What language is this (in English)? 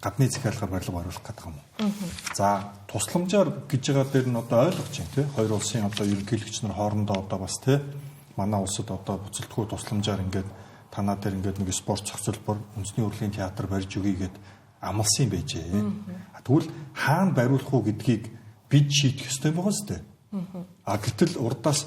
Mongolian